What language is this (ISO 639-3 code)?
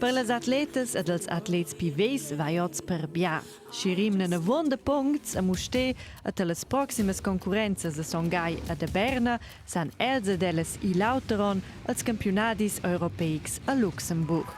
roh